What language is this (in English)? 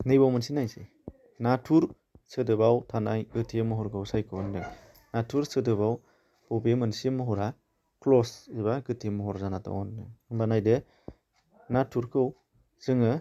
Bodo